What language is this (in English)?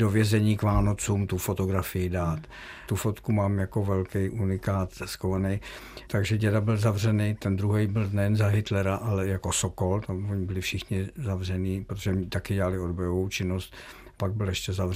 Czech